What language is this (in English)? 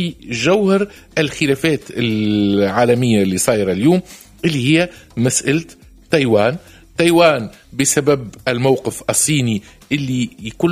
Tunisian Arabic